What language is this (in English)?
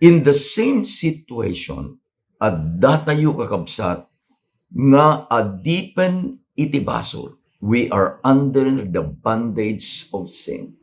Iloko